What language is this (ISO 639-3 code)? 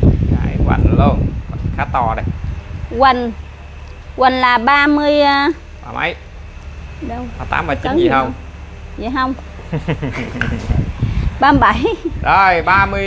vie